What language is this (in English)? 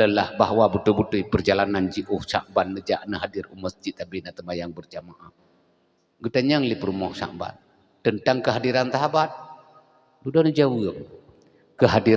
Achinese